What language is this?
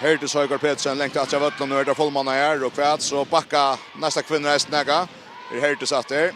Faroese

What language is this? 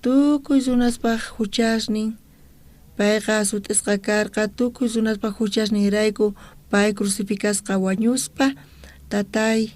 South Bolivian Quechua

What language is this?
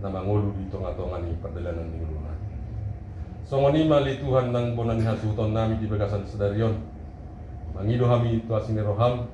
Batak Toba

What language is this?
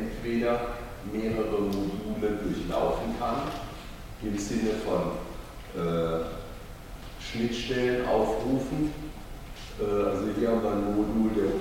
German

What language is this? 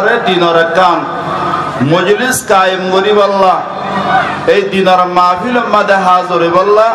Rohingya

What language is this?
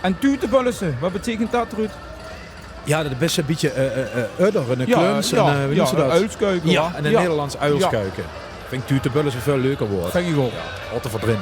Limburgish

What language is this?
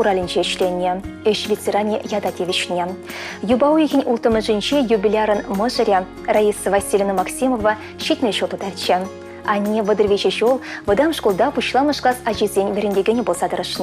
Chuvash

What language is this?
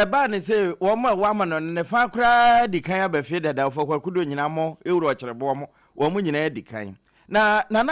Akan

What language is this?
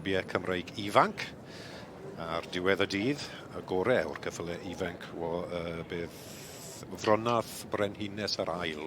Welsh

